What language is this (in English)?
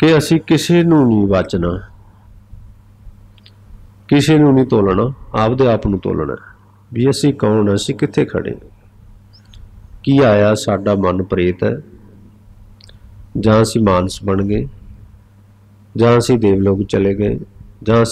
Punjabi